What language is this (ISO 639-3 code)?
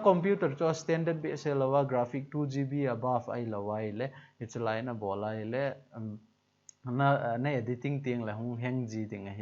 tcz